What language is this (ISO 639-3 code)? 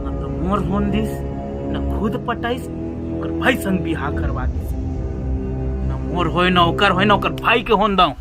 hne